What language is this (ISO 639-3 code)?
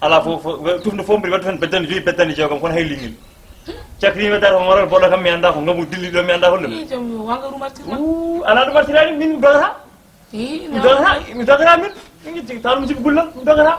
ful